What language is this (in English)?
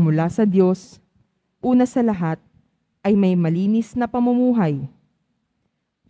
Filipino